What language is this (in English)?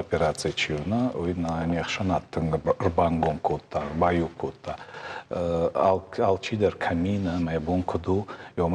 Ossetic